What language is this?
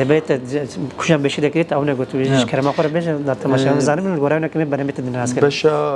Kurdish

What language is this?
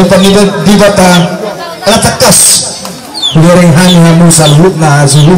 Batak Toba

